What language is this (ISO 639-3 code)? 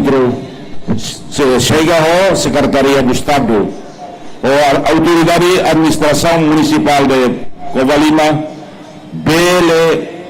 tet